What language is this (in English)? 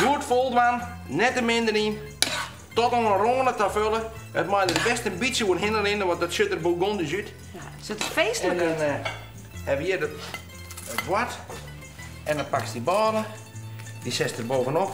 Western Frisian